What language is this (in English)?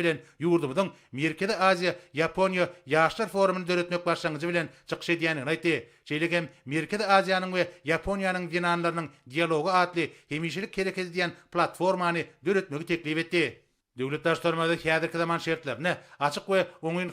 Turkmen